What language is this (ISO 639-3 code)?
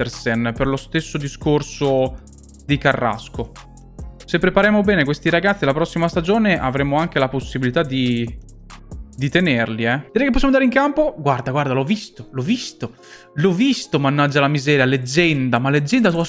ita